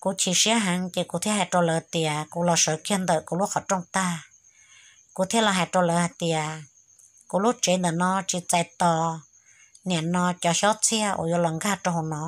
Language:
Hmong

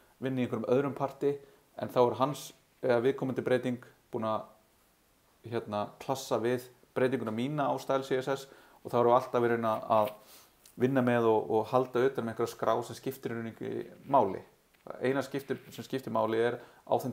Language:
Icelandic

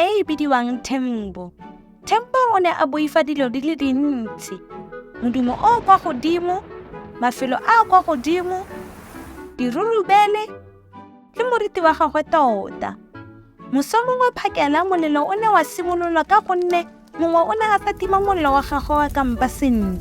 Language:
Tswana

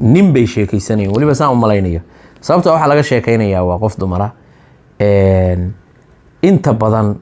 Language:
Somali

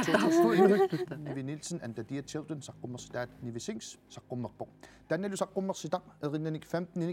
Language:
Kalaallisut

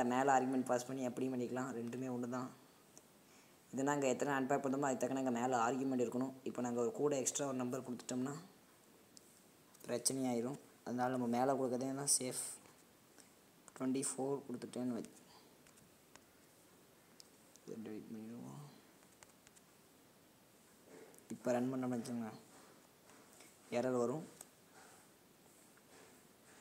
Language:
Tamil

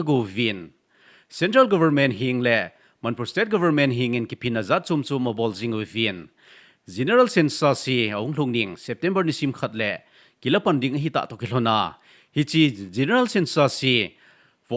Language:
Thado Chin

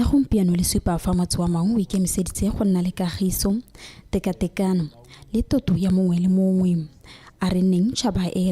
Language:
Tswana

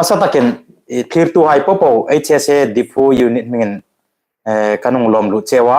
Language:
Hmar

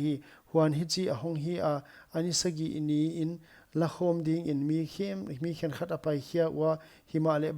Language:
Paite Chin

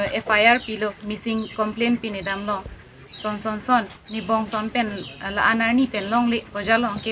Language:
Karbi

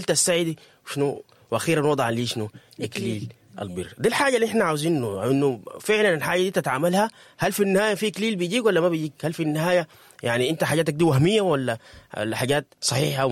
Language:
Sudanese Arabic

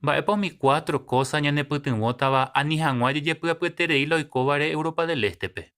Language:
Guarani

